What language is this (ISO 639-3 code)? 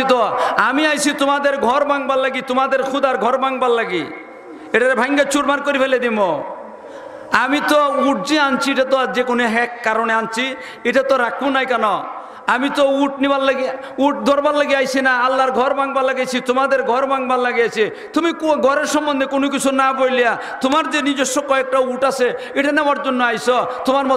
syl